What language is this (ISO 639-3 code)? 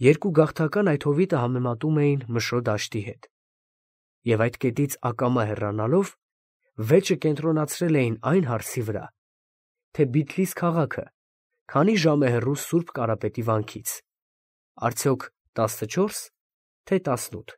hye